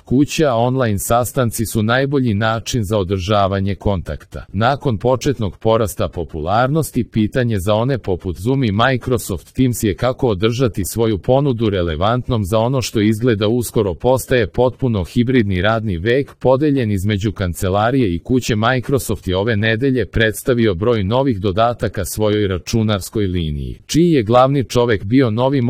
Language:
Serbian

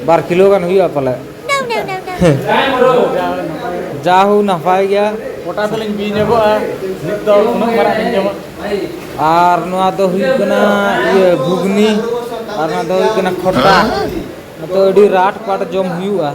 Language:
Santali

